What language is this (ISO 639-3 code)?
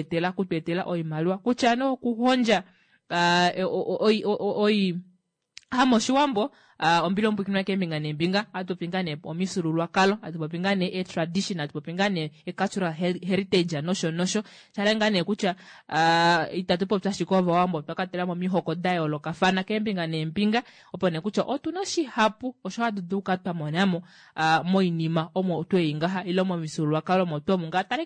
kua